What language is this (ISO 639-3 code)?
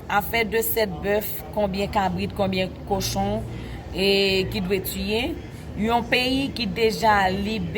hat